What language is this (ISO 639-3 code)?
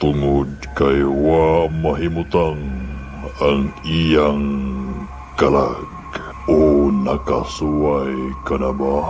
ceb